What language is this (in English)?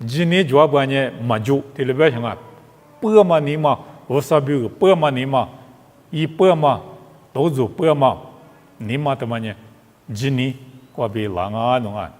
Lisu